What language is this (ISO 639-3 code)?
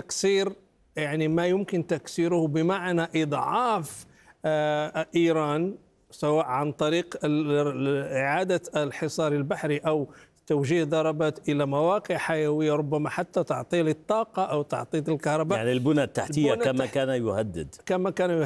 ara